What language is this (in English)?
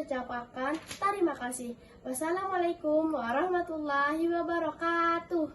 Banjar